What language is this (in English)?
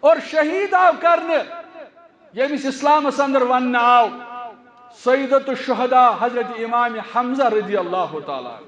Kashmiri